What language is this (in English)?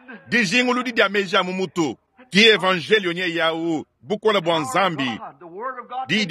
Luba-Lulua